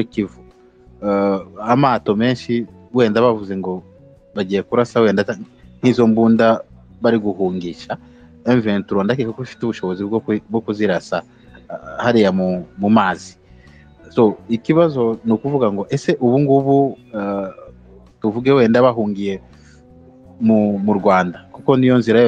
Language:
Kinyarwanda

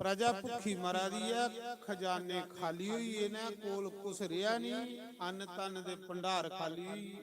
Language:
Dogri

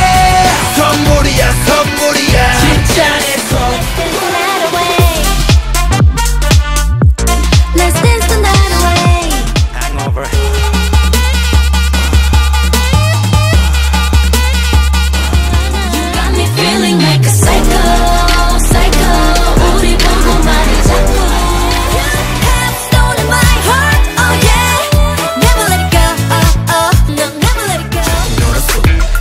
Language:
Korean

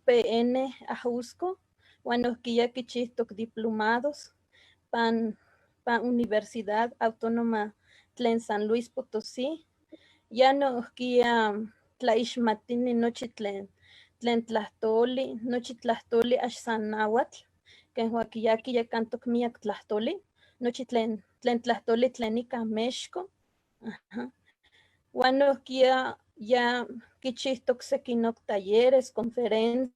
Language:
Eastern Huasteca Nahuatl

